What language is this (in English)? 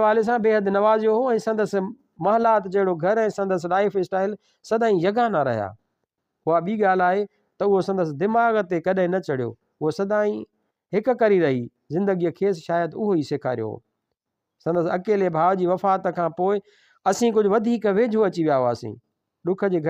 Sindhi